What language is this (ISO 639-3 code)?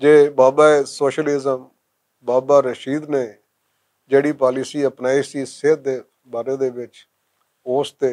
lah